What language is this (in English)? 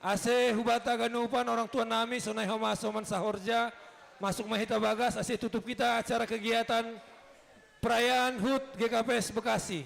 Batak Simalungun